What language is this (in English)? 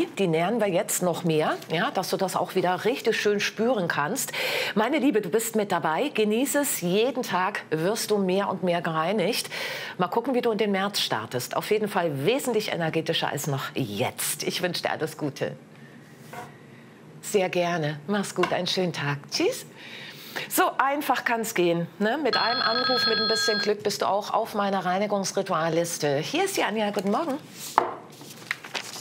German